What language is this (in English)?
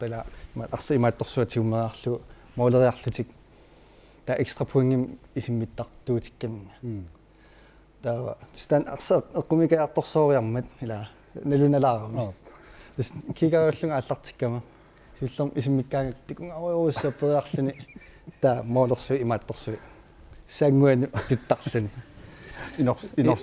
Kalaallisut